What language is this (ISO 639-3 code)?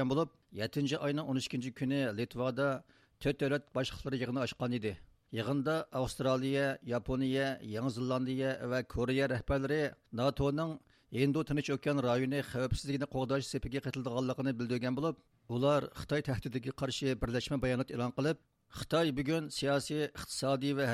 uig